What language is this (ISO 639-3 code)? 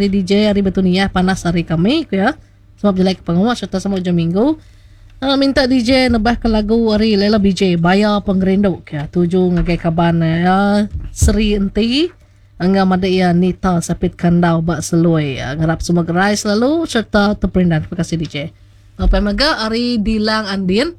iba